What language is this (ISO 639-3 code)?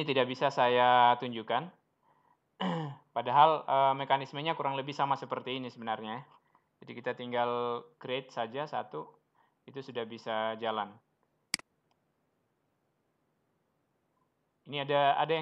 ind